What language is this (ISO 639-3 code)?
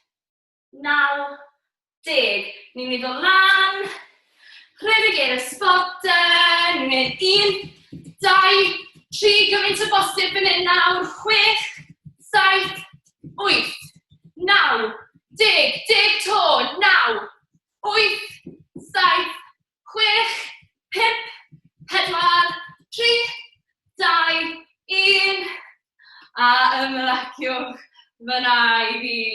cym